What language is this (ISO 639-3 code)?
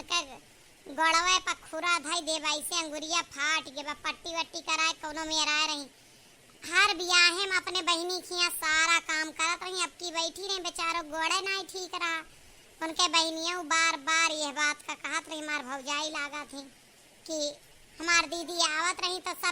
awa